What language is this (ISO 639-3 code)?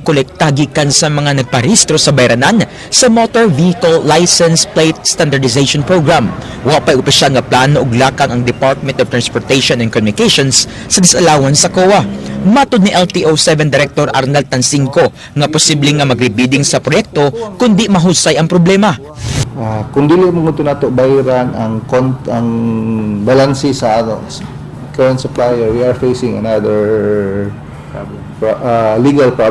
ceb